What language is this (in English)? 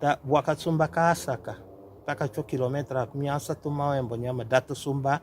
Tetela